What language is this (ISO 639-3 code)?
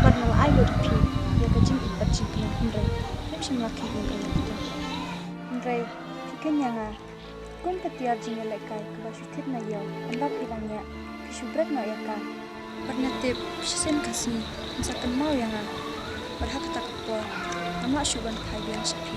kha